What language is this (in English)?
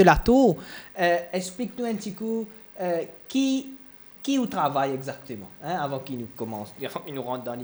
Morisyen